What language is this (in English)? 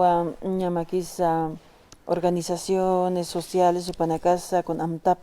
Aymara